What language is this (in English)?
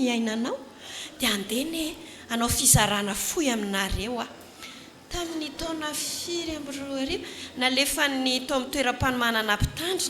Malagasy